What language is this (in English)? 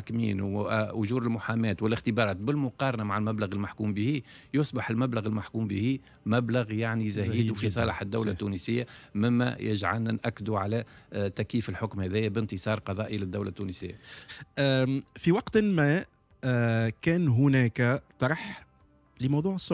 Tunisian Arabic